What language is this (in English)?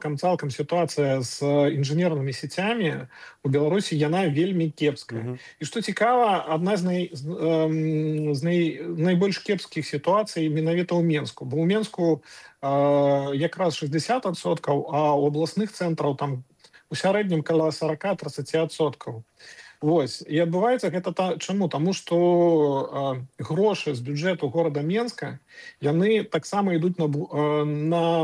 Belarusian